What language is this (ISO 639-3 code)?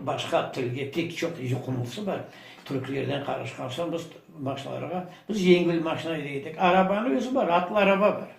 crh